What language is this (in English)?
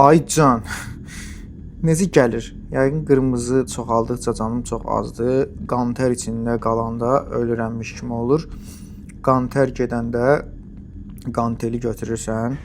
Azerbaijani